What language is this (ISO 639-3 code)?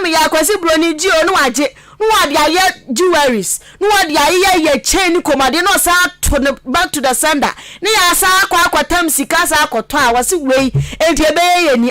aka